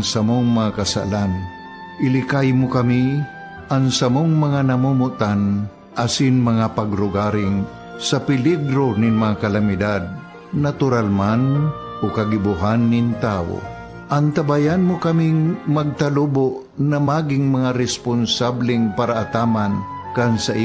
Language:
Bikol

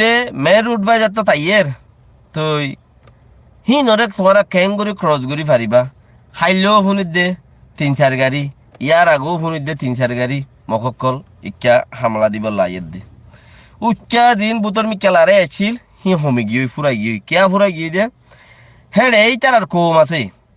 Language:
Rohingya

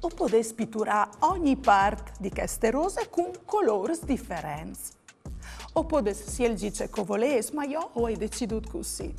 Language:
Friulian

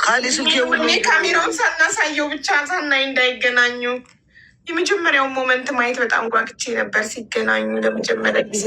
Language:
Amharic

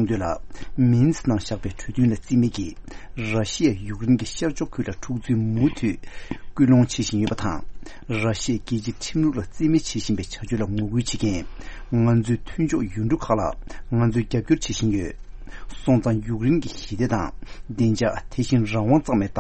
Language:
Tibetan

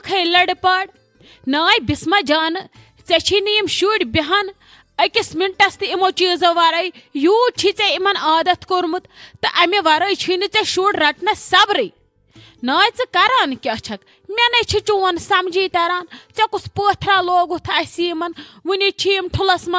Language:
Kashmiri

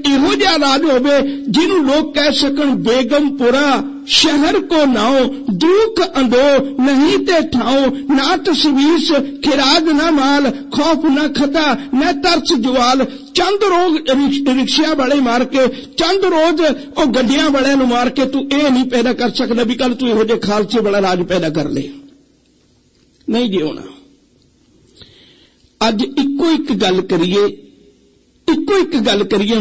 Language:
Punjabi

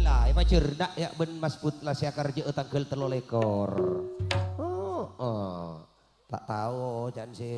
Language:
Madurese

